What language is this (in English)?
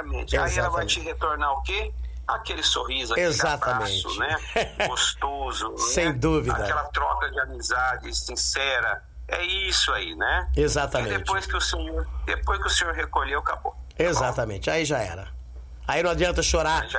Portuguese